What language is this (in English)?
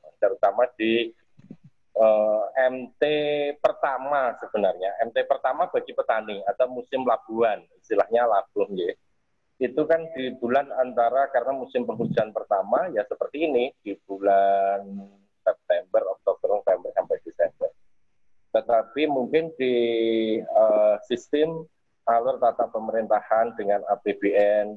Indonesian